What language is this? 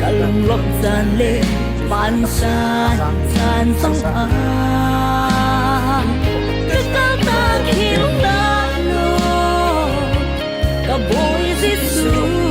Hakha Chin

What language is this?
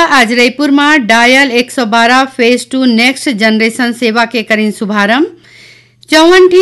Chhattisgarhi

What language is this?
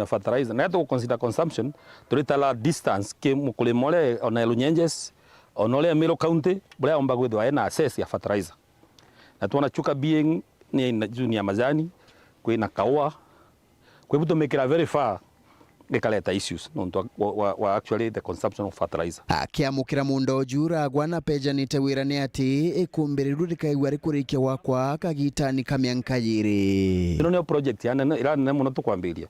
Meru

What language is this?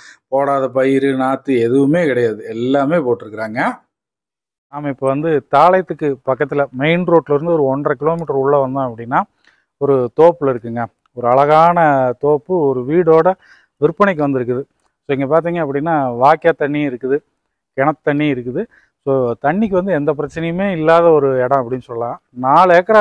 Tamil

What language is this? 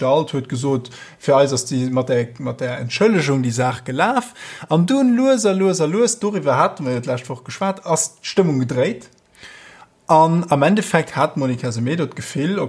Luxembourgish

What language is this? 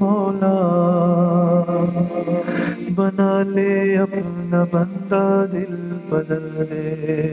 Urdu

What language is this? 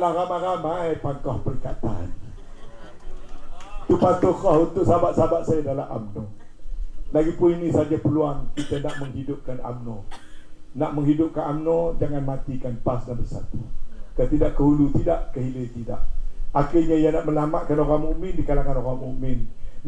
Malay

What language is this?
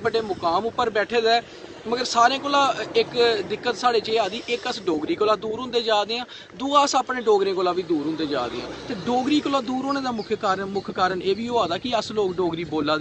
Dogri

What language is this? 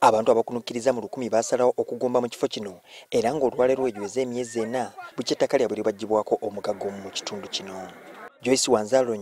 Ganda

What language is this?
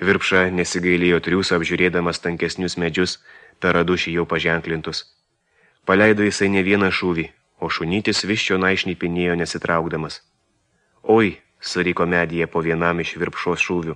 Lithuanian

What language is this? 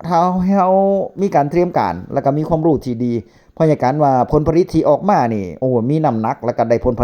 Northeastern Thai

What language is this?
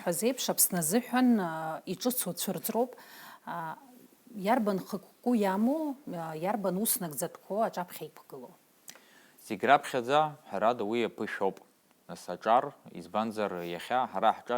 Abkhazian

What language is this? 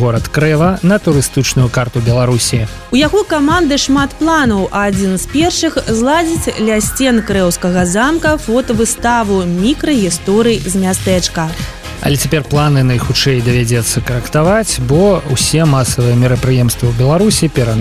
Belarusian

